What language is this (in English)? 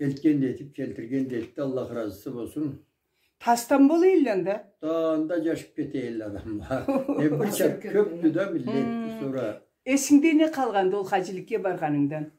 Karachay-Balkar